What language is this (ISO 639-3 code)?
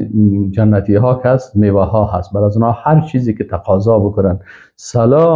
fas